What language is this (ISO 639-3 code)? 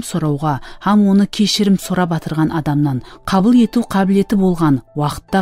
kaa